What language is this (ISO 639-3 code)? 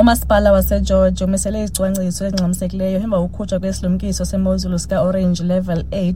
xho